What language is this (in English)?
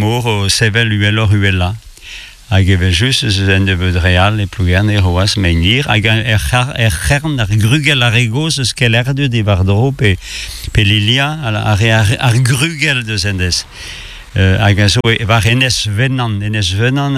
Breton